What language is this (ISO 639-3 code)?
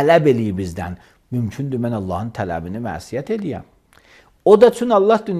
aze